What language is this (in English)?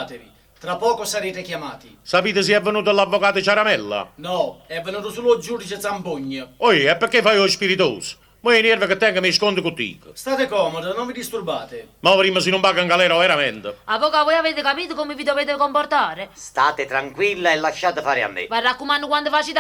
Neapolitan